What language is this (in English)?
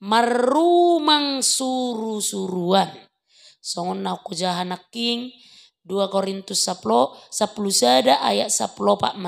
Batak Toba